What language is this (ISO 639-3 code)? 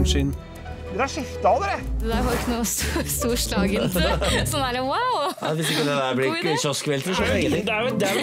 nor